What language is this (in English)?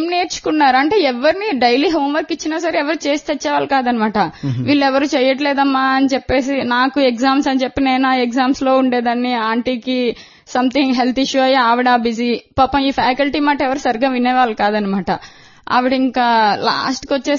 Telugu